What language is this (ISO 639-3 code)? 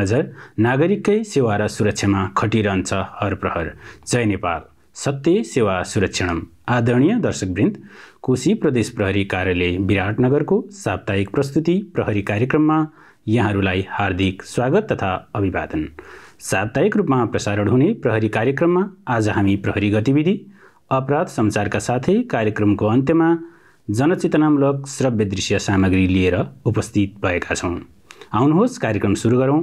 nep